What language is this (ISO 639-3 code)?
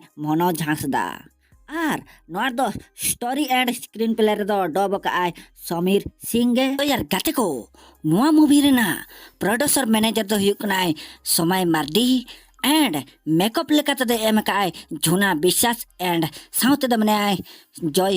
sat